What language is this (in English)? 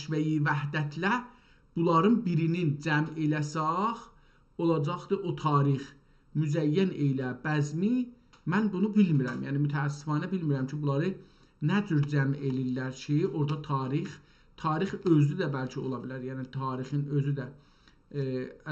South Azerbaijani